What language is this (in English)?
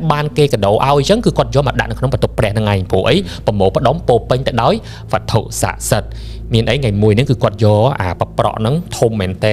Khmer